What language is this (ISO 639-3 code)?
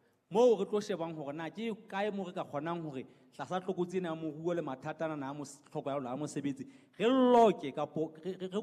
sot